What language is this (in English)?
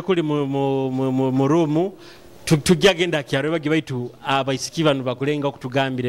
Nyoro